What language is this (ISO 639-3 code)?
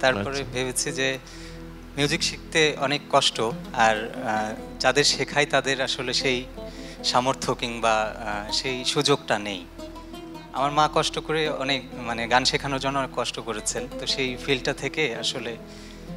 ben